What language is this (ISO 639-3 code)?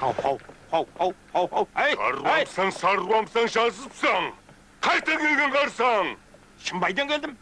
kaa